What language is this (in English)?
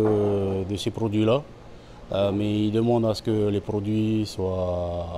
Tahitian